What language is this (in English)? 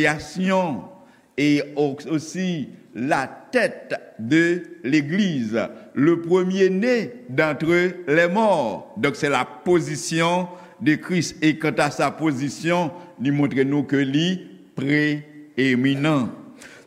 Haitian Creole